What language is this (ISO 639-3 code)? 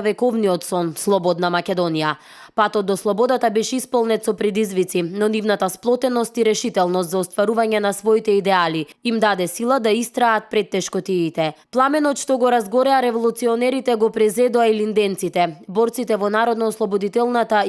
mkd